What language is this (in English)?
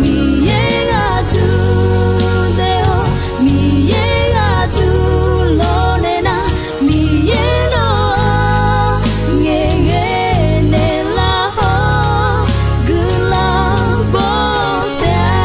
Akha